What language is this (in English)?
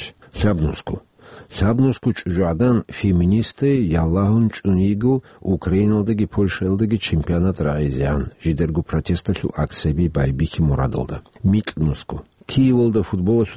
Avaric